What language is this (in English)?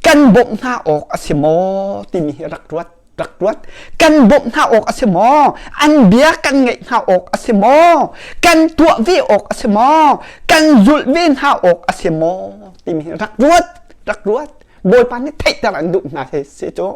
Hakha Chin